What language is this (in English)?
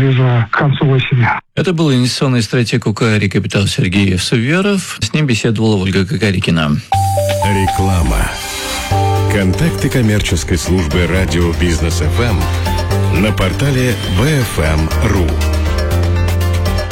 Russian